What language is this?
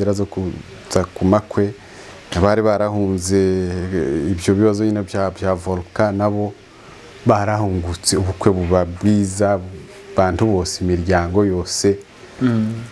Kinyarwanda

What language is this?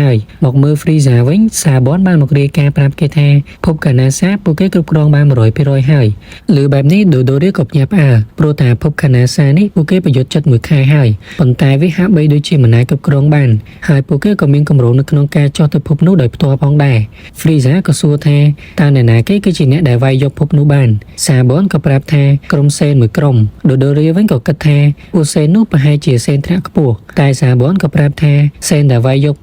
Khmer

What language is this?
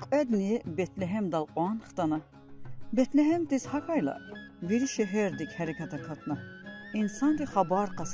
Lezghian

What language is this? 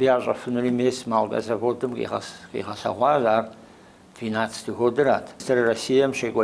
Kabardian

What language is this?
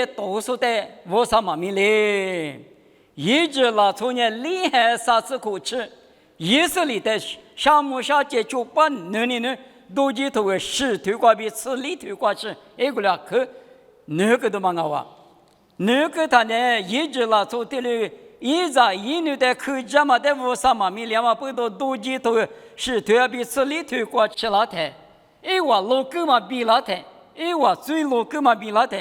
Lisu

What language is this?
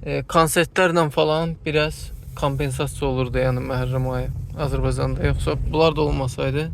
Azerbaijani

